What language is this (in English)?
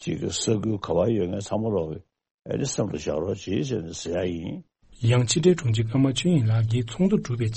Tibetan